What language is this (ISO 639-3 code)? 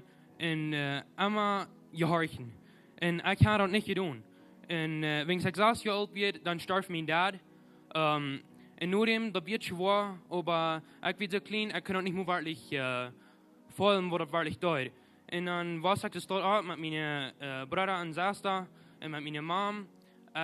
pdt